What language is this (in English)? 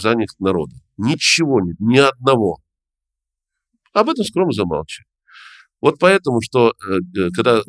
Russian